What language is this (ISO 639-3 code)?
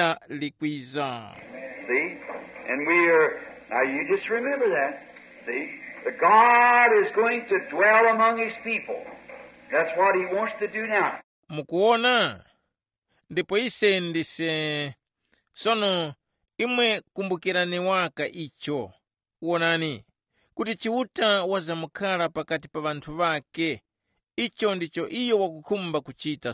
tum